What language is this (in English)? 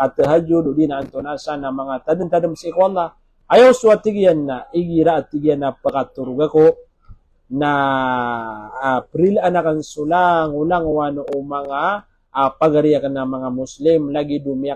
Maranao